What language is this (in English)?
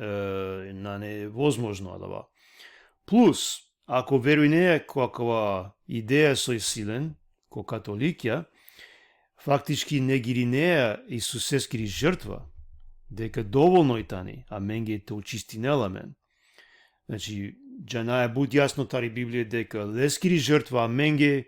Balkan Romani